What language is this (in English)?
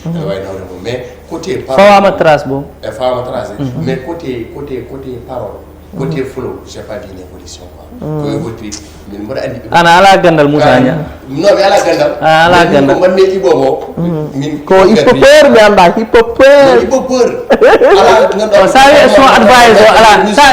Fula